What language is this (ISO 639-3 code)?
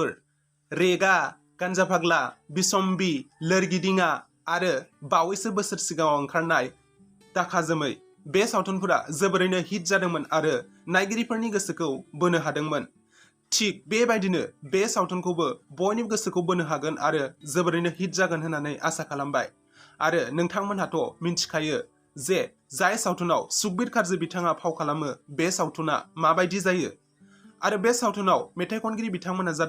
brx